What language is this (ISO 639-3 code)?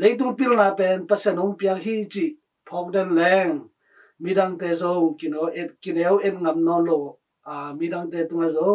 ctd